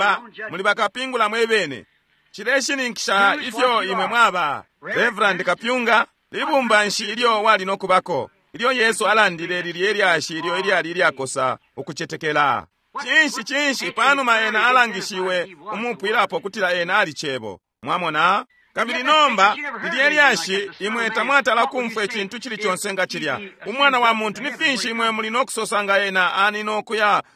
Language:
Bemba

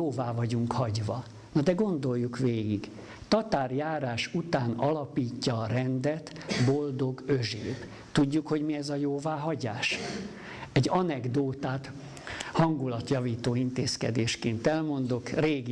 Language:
Hungarian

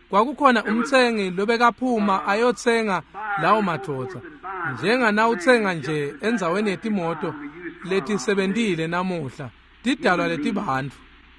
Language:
Swati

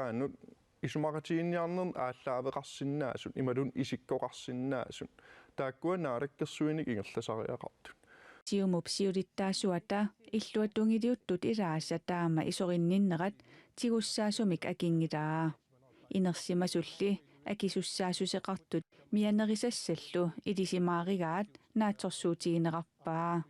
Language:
Kalaallisut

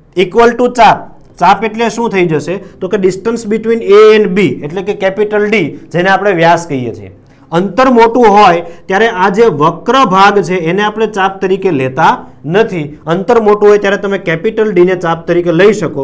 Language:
Gujarati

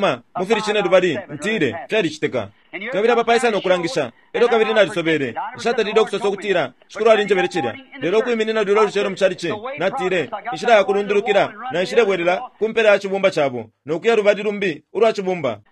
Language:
Bemba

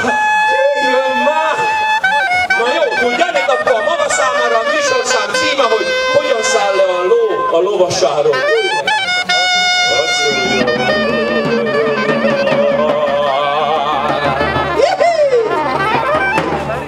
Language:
Hungarian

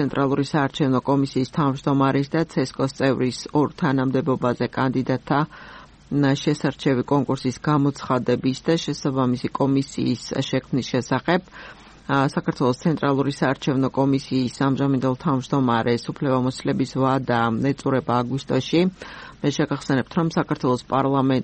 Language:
Georgian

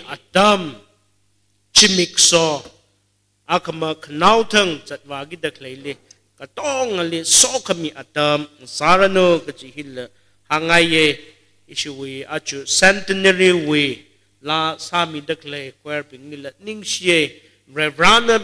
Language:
Tangkhul Naga (India)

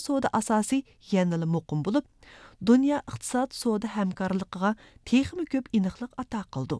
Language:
Uyghur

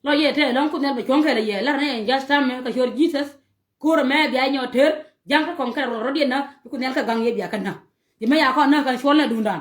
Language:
Nuer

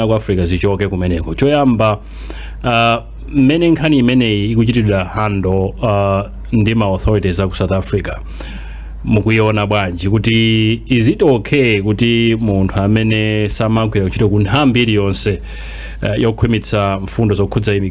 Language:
Nyanja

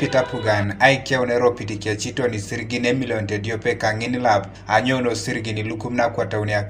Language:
Teso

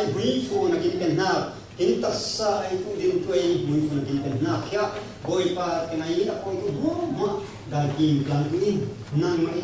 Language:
Falam Chin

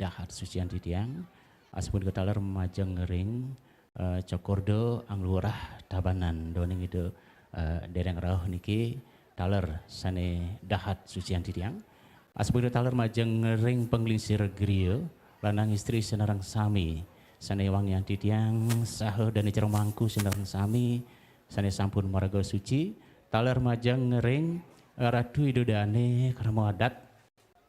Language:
Balinese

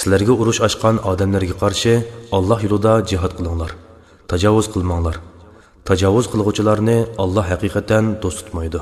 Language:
Uyghur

